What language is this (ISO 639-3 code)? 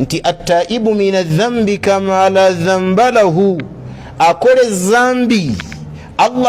lug